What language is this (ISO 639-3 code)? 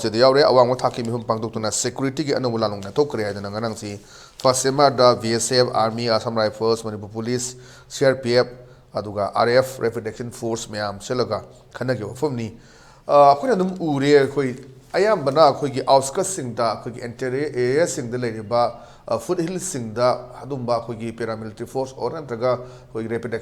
mni